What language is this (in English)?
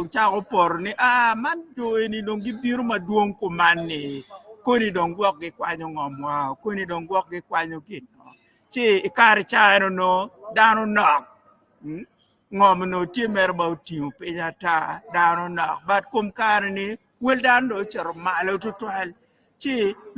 Acoli